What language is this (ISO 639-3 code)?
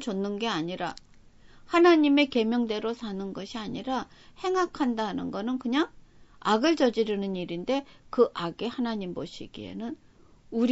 kor